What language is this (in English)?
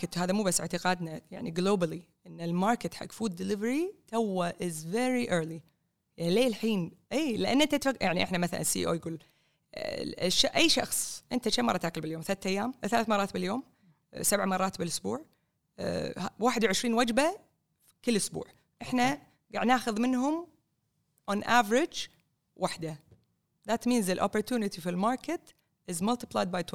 Gulf Arabic